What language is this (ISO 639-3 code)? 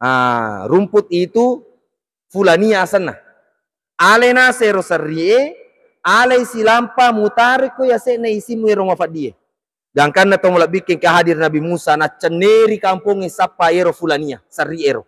bug